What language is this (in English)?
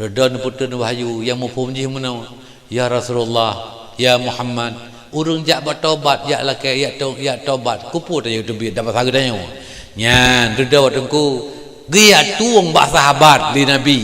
Achinese